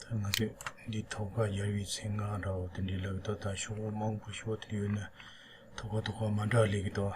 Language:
Tibetan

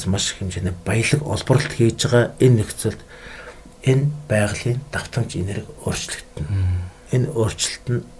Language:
Mongolian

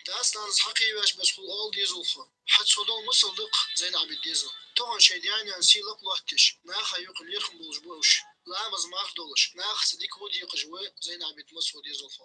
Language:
Ingush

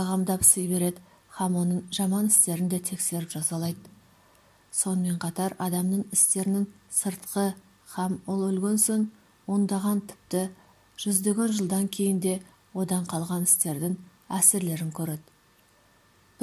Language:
Kazakh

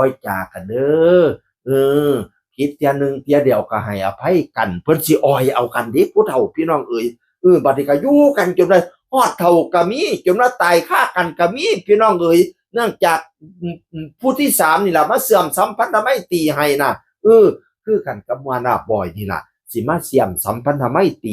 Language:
Northeastern Thai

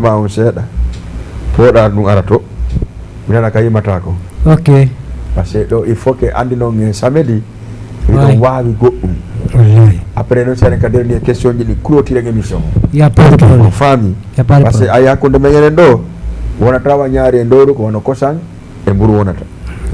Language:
Fula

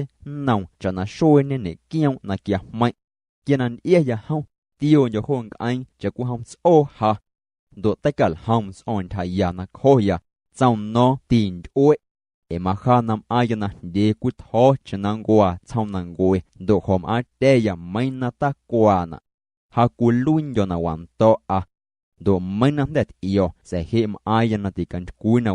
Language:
Guerrero Amuzgo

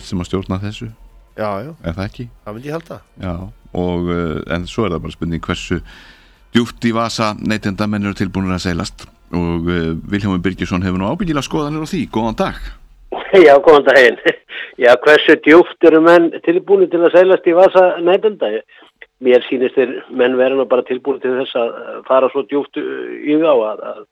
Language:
Icelandic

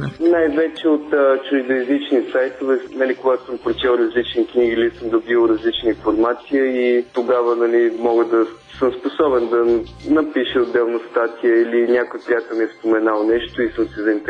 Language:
Bulgarian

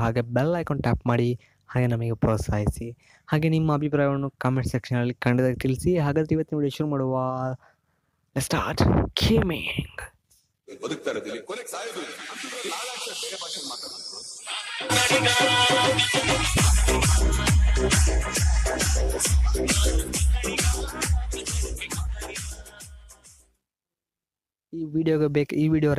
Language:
Kannada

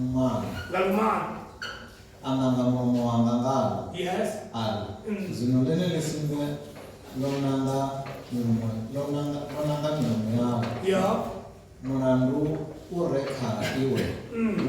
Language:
Venda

